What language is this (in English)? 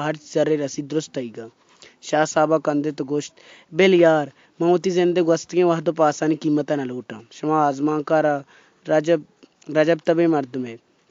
Baluchi